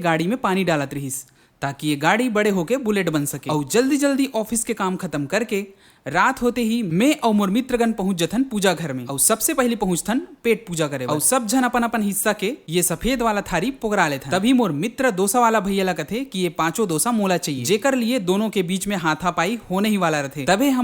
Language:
Chhattisgarhi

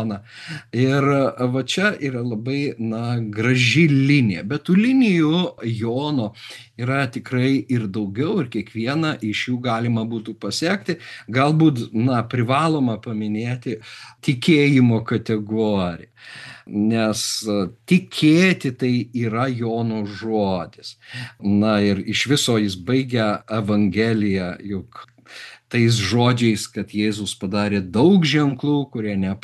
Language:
Lithuanian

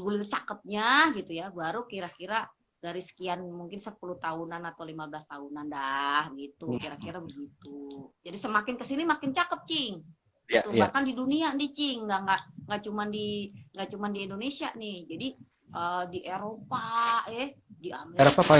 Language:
Betawi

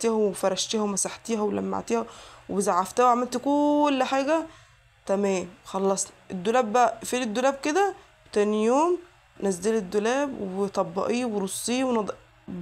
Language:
Egyptian Arabic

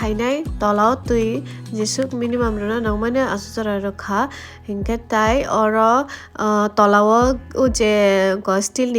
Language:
Kok Borok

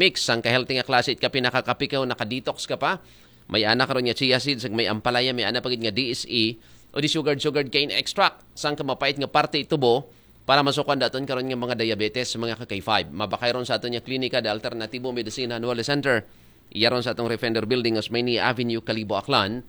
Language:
Aklanon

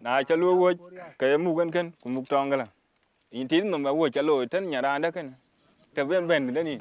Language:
Dinka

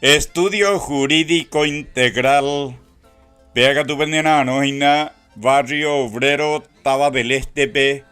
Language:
Guarani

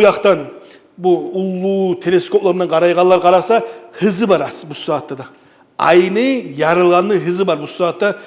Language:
Kumyk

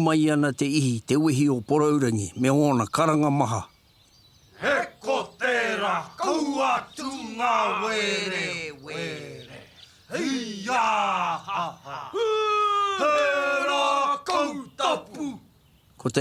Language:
Māori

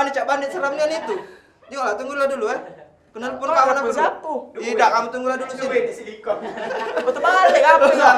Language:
Musi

